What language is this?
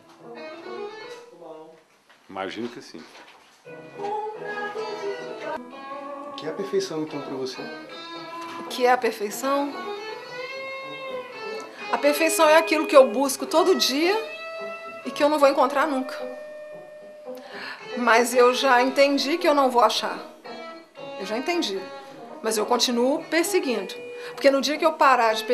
Portuguese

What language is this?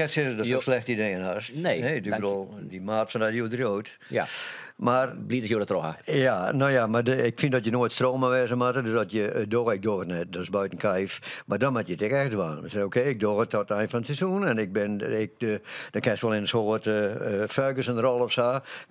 Western Frisian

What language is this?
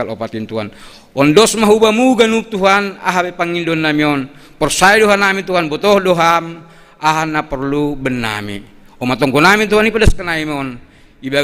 Batak Simalungun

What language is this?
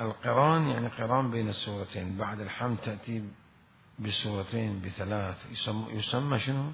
Mesopotamian Arabic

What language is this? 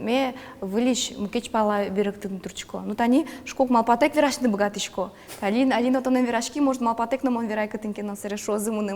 Udmurt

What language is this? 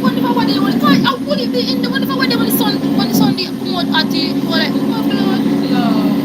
Jamaican Creole English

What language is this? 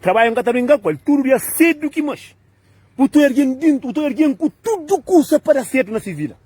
Kabuverdianu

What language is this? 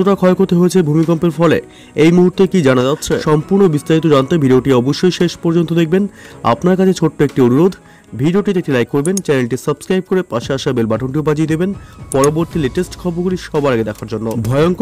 Bangla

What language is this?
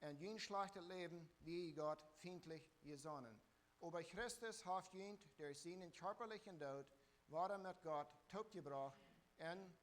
Plautdietsch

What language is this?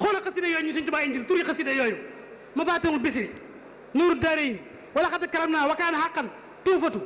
Wolof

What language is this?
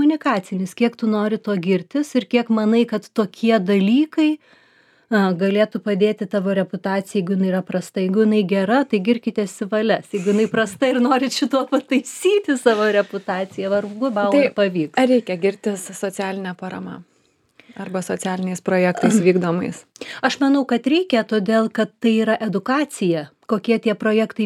Lithuanian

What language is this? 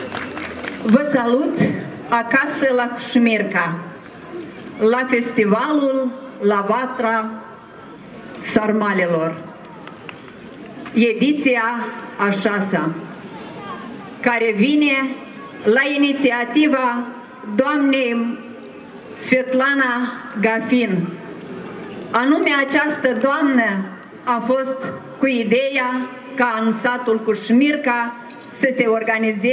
Romanian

